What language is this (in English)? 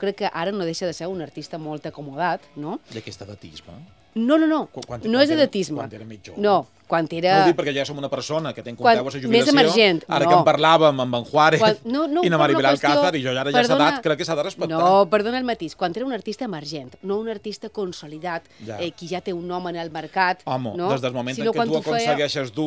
Catalan